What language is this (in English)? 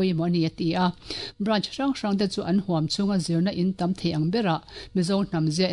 Mizo